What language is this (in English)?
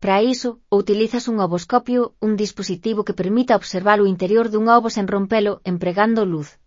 Galician